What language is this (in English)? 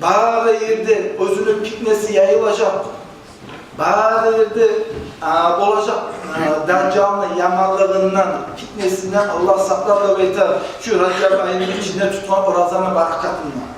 Kumyk